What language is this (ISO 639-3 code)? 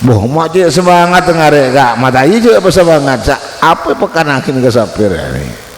mad